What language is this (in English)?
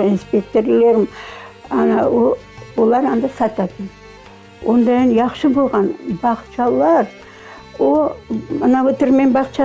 Crimean Tatar